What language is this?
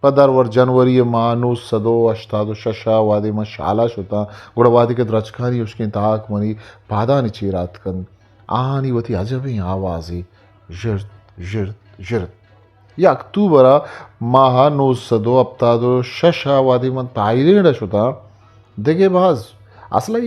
Eastern Balochi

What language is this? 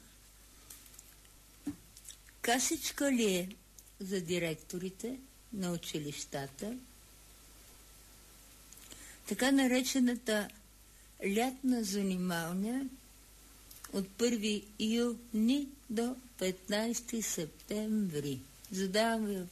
Bulgarian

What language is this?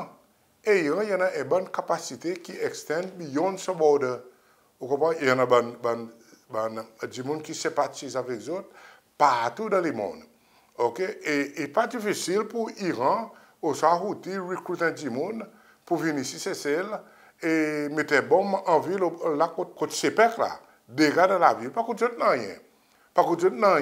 Seselwa Creole French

